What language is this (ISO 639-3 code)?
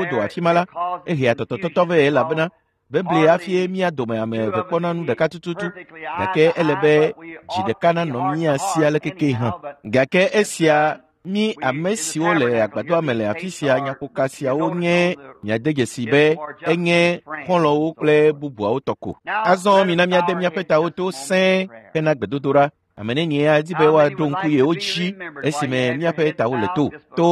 ewe